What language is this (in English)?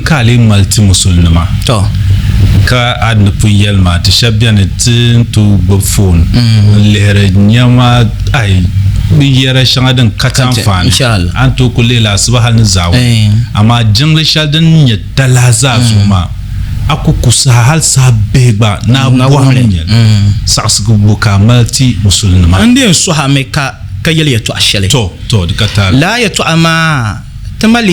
Dagbani